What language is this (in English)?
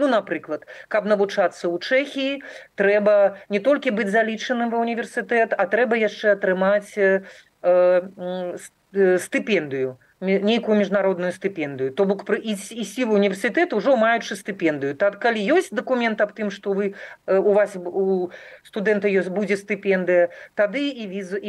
Belarusian